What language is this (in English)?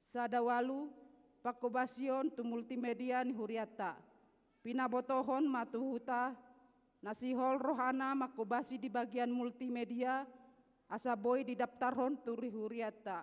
Batak Toba